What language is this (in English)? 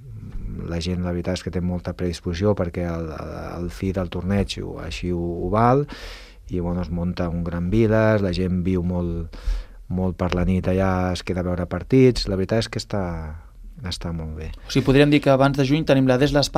Catalan